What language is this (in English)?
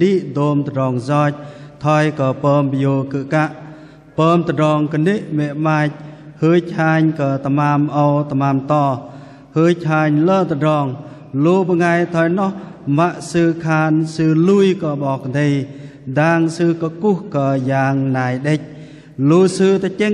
Bahnar